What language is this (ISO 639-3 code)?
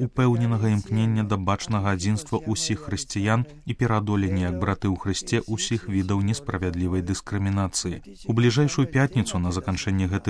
bel